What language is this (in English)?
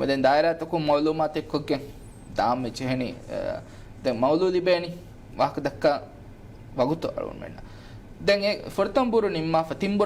Divehi